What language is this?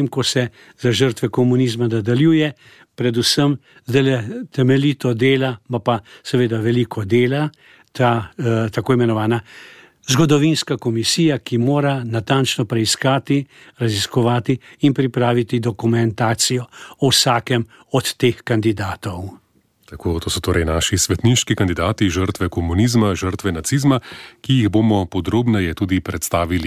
Slovenian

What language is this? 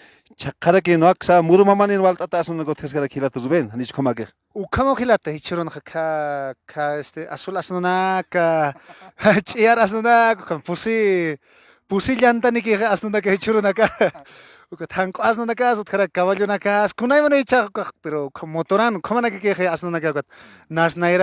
Aymara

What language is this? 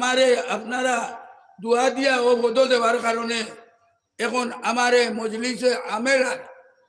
Sylheti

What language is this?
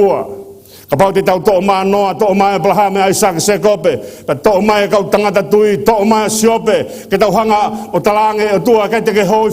Tongan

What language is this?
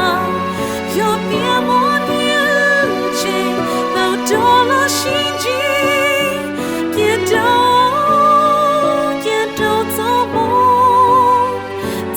Hmong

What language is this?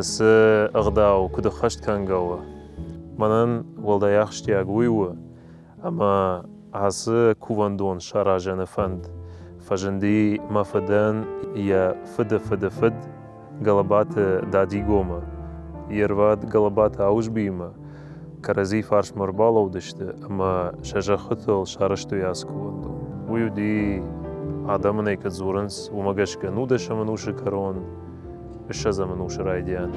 Ossetic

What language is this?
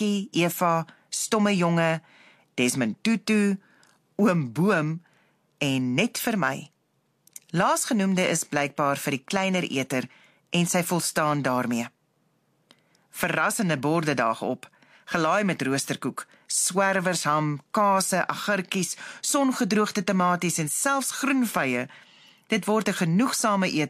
Afrikaans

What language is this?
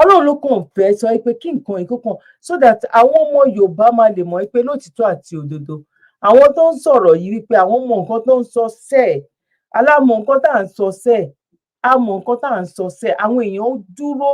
Yoruba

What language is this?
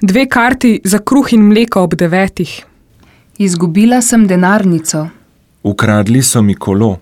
Slovenian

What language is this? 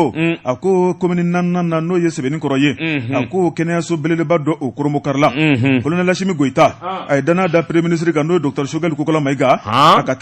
Bambara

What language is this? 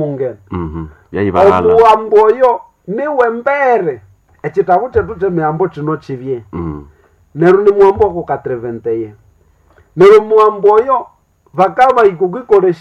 Nande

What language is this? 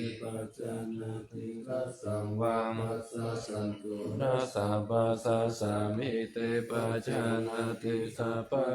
Pali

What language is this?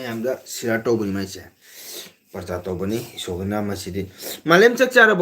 Manipuri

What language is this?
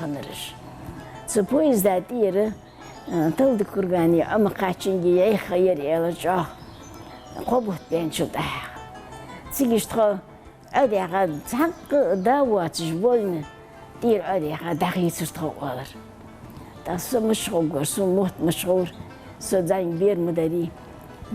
Ingush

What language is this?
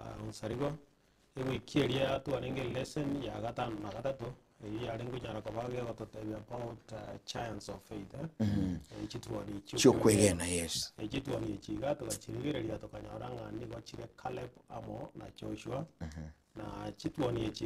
Gusii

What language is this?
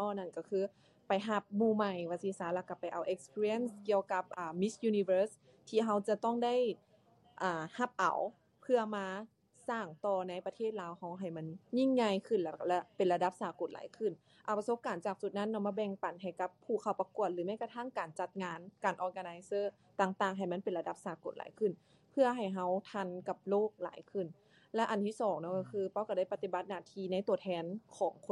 Lao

